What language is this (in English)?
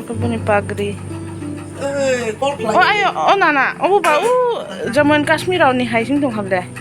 Kok Borok